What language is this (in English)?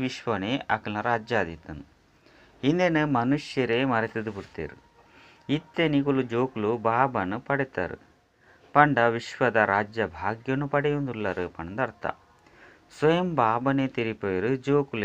Tulu